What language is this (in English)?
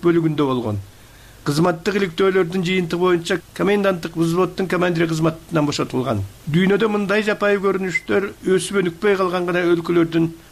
Kyrgyz